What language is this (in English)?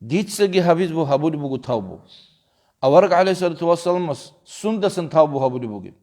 Avaric